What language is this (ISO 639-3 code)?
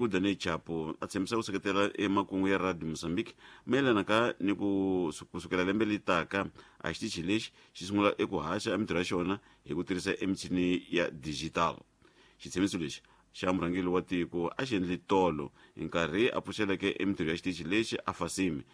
tso